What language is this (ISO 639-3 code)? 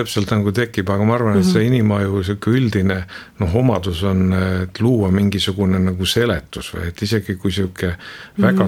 est